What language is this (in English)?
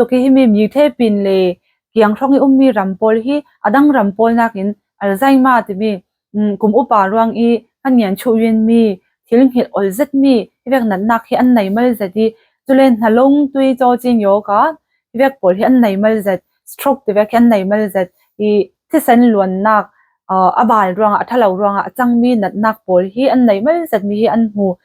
Falam Chin